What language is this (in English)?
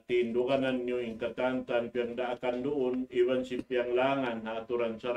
Tausug